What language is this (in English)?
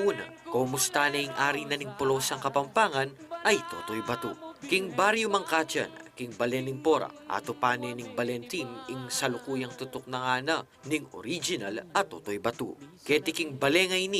Pampanga